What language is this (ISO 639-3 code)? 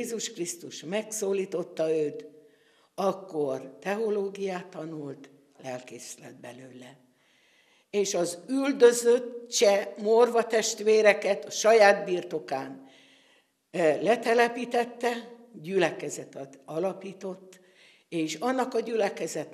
hun